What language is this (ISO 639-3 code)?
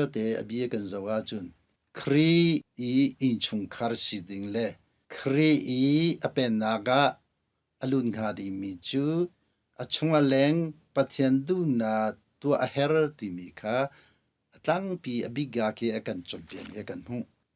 cnh